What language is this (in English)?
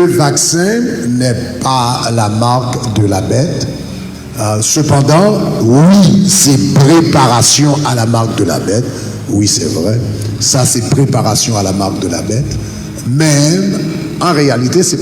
Haitian Creole